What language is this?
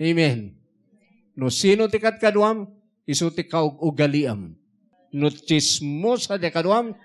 Iloko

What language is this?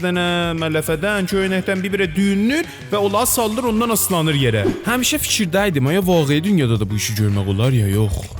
South Azerbaijani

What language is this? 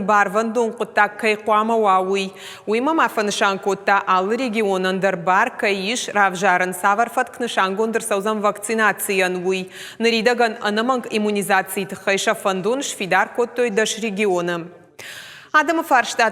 Ossetic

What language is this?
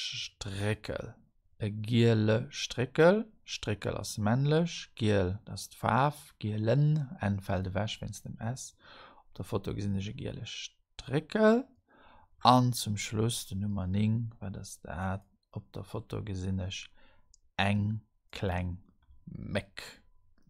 Luxembourgish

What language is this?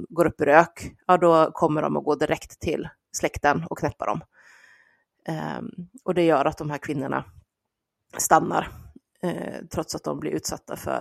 Swedish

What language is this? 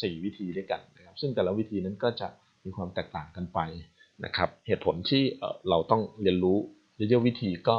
Thai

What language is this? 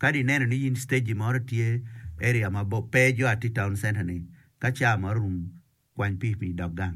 Acoli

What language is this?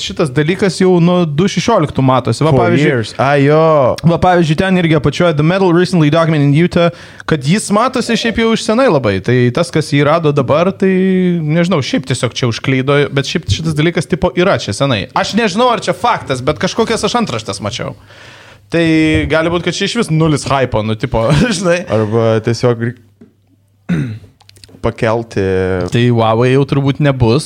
Lithuanian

